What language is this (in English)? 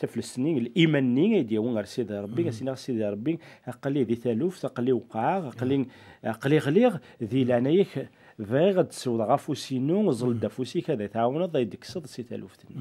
Kabyle